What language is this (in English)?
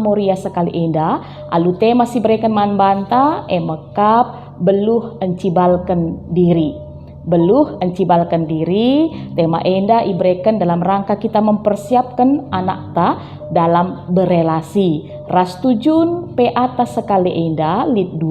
Batak Karo